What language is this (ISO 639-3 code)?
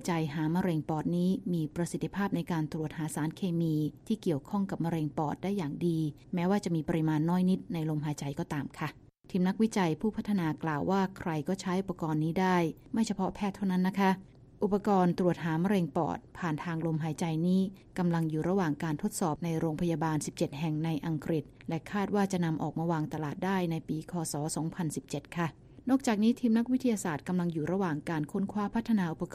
tha